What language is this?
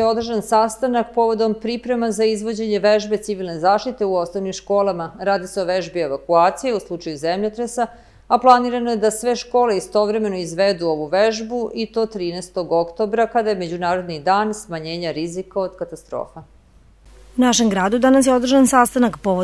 Serbian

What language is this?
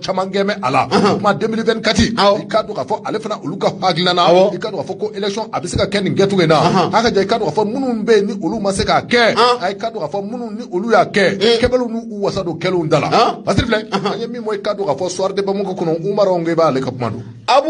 Bambara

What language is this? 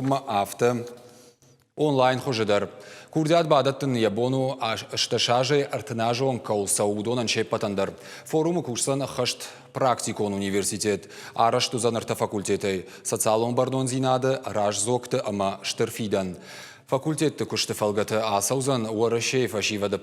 Ossetic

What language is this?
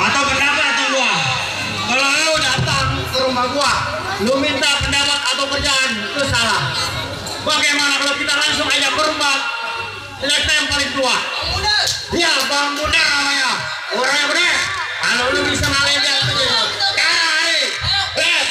Betawi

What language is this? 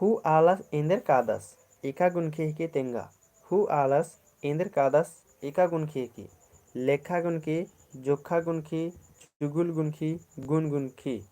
Kurukh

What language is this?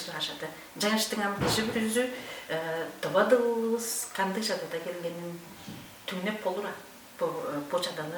Tuvinian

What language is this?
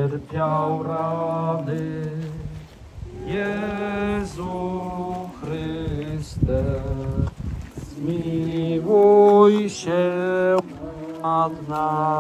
Polish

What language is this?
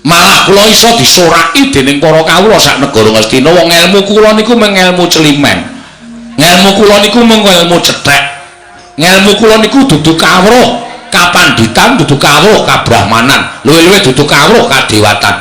Javanese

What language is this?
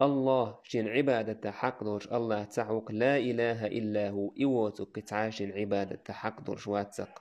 Chechen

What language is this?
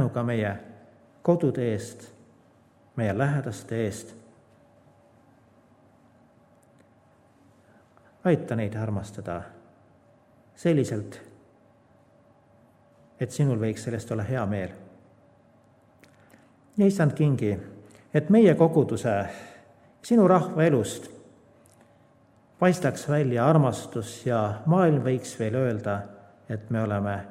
Estonian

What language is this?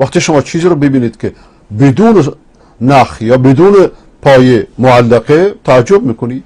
Persian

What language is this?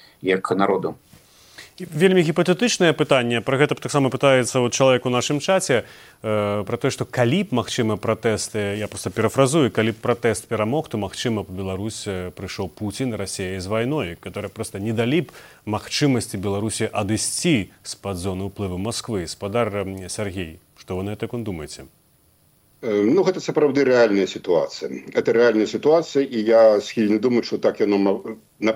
Belarusian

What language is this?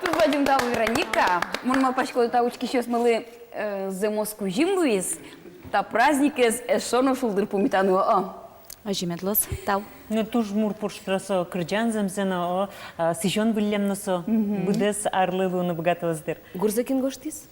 Udmurt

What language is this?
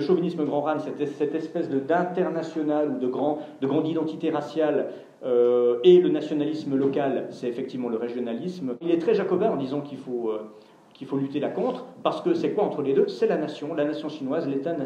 French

